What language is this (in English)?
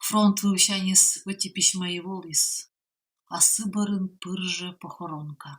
Komi